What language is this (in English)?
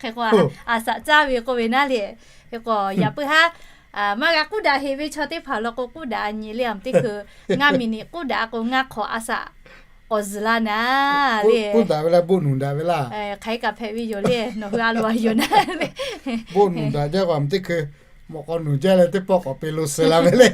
Lahu